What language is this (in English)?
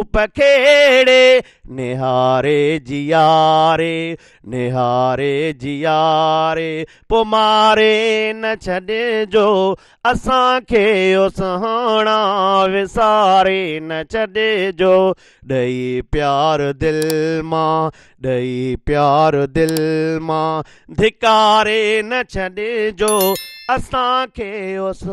Sindhi